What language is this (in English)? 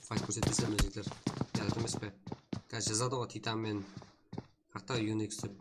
Kara-Kalpak